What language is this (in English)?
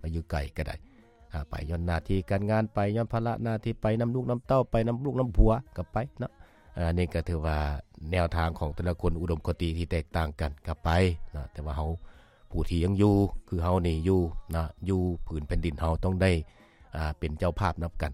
Lao